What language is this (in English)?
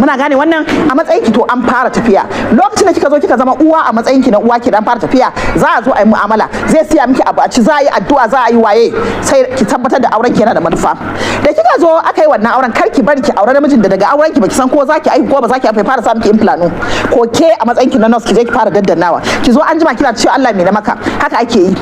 Hausa